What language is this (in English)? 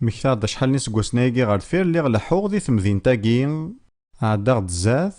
Kabyle